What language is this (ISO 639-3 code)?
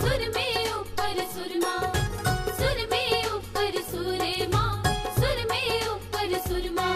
doi